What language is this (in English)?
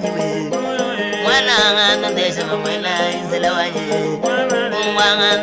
Luba-Lulua